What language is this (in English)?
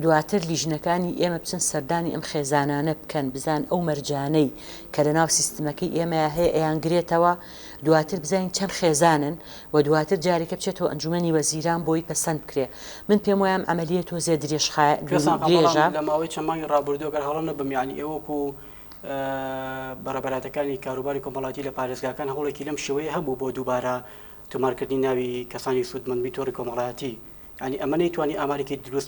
Central Kurdish